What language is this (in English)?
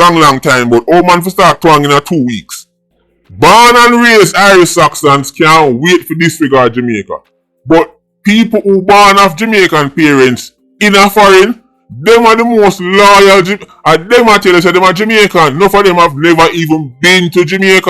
Jamaican Creole English